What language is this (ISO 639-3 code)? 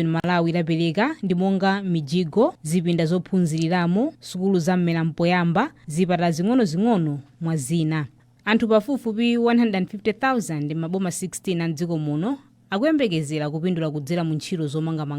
nya